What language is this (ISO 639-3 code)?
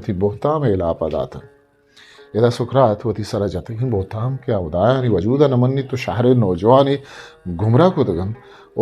bgp